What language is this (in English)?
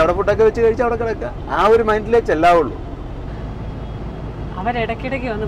Malayalam